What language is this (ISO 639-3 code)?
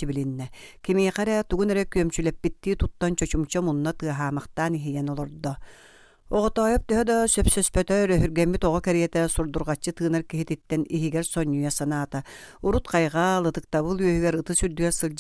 sah